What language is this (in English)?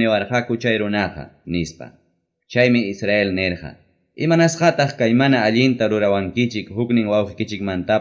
Ayacucho Quechua